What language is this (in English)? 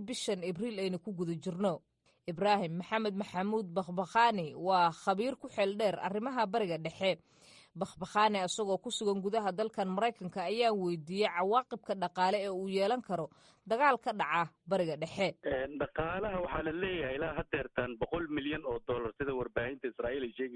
Somali